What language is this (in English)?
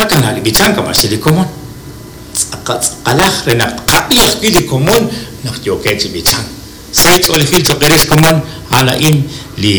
Kekchí